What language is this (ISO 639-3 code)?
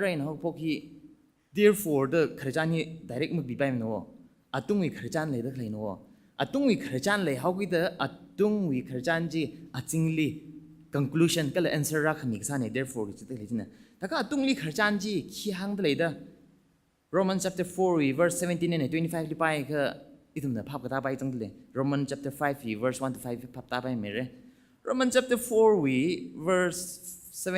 nmf